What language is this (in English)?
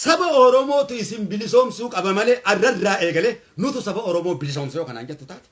Oromo